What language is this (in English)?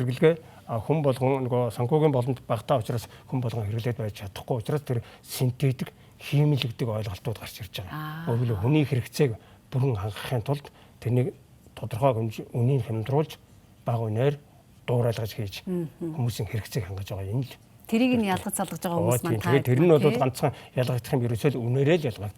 Mongolian